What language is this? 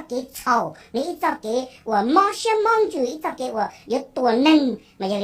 Hmong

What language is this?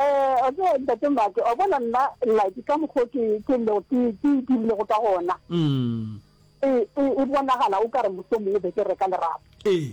Northern Sotho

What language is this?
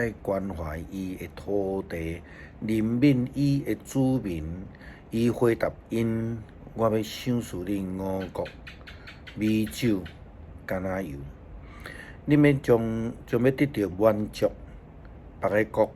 Min Nan Chinese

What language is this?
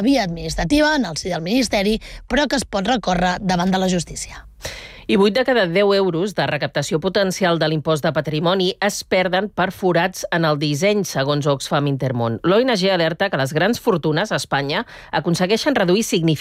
Catalan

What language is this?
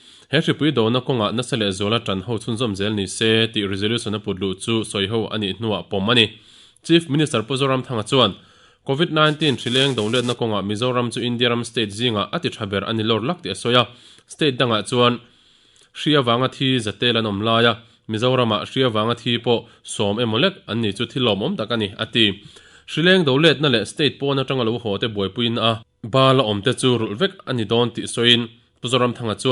Mizo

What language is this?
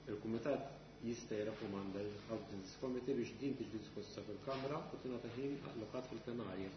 Maltese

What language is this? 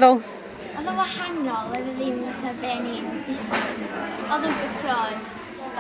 Welsh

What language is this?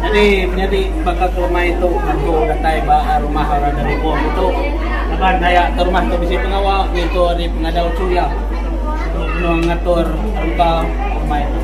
Iban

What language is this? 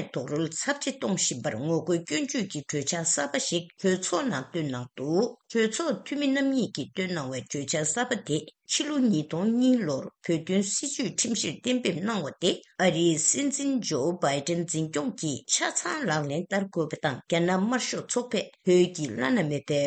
Tibetan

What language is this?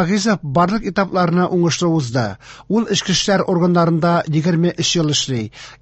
Tatar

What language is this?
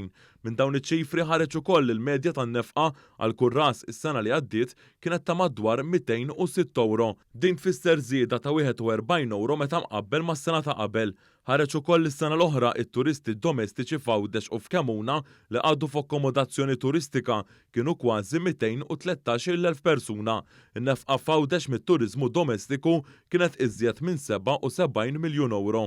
Maltese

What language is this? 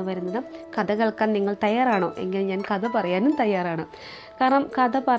Malayalam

